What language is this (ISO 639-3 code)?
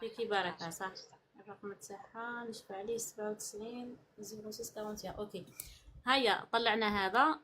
arq